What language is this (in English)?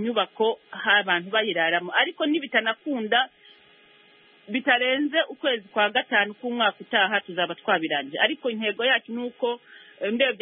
Kinyarwanda